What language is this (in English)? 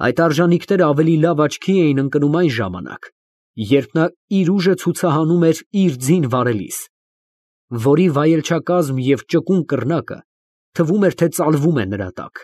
Armenian